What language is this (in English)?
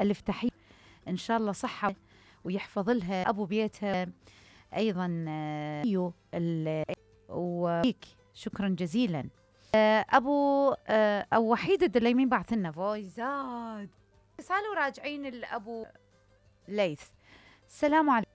Mesopotamian Arabic